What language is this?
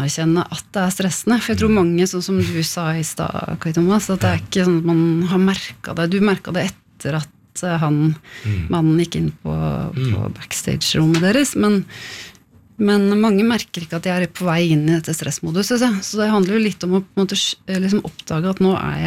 Norwegian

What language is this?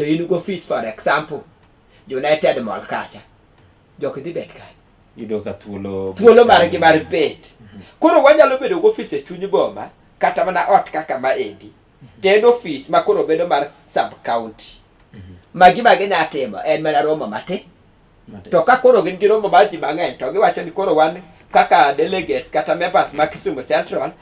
Luo (Kenya and Tanzania)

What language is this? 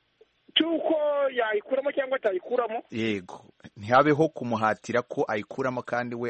Kinyarwanda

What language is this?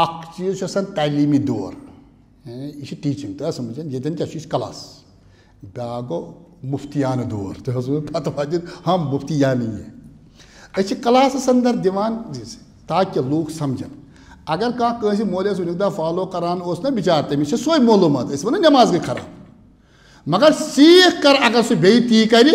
Kashmiri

